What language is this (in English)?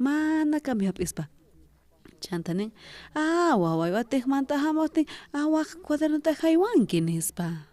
South Bolivian Quechua